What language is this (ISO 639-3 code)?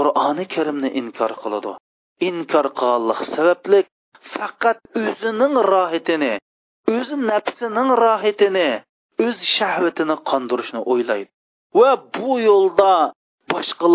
uig